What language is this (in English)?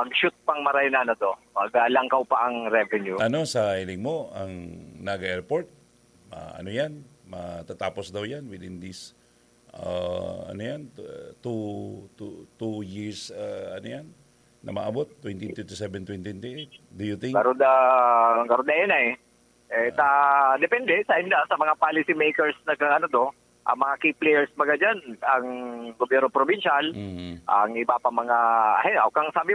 Bikol